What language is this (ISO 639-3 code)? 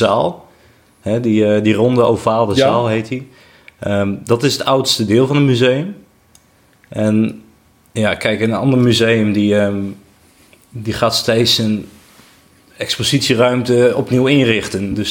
nld